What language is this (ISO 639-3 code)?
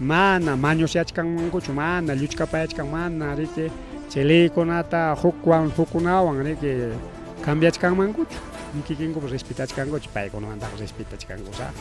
quy